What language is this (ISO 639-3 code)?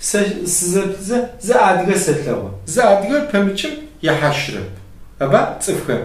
kbd